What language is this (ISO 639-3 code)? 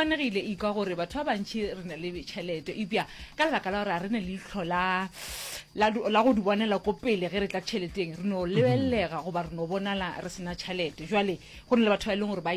nso